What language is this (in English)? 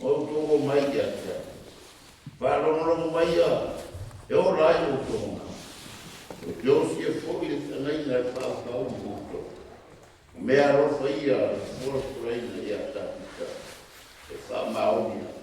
Samoan